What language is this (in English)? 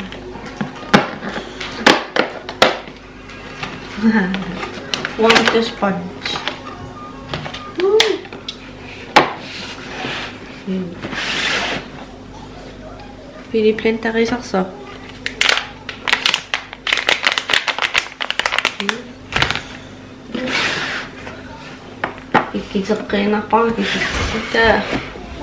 Kalaallisut